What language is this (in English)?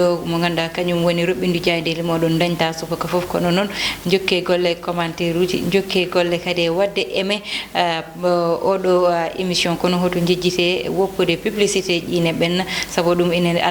Fula